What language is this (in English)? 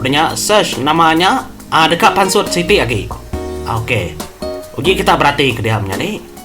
Iban